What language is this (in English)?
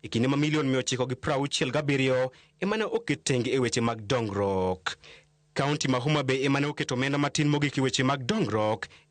Luo (Kenya and Tanzania)